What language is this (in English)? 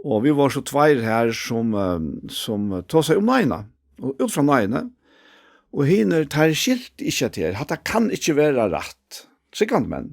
Faroese